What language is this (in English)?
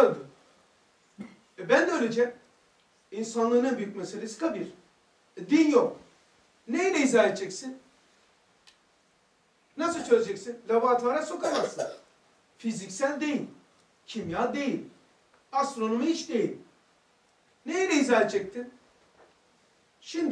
Turkish